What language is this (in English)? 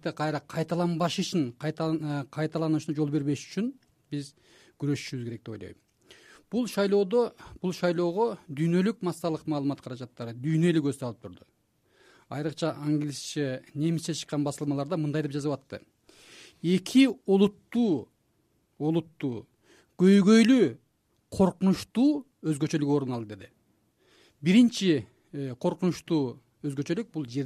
Kyrgyz